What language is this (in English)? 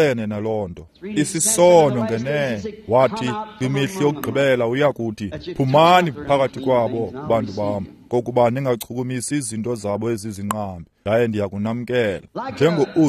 Xhosa